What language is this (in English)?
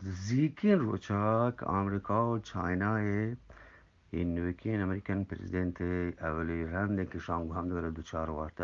Eastern Balochi